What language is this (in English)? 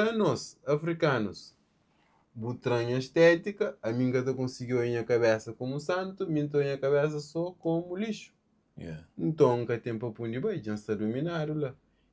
Kabuverdianu